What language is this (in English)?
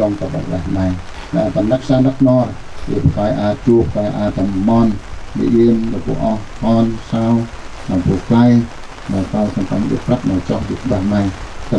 Central Mnong